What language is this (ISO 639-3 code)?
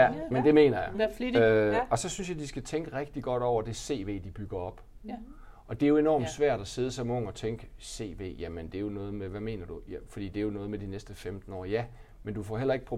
dan